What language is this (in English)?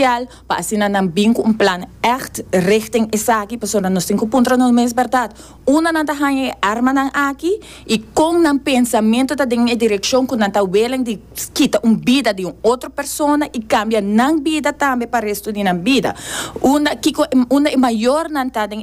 Papiamento